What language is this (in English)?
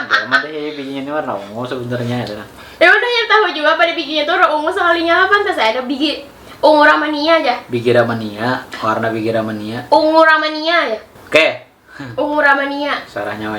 Banjar